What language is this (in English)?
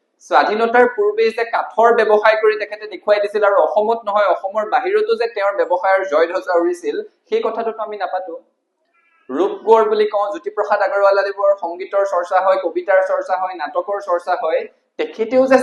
Assamese